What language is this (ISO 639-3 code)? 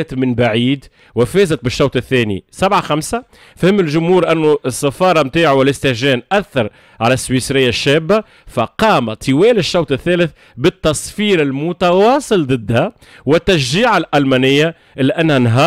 aeb